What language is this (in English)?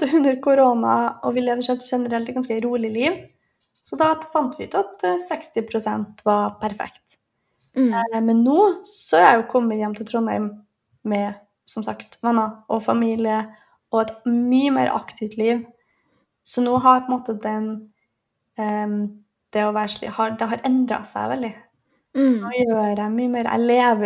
Norwegian